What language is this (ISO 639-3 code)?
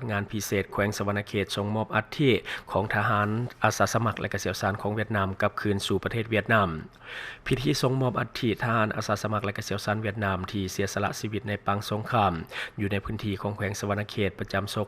lao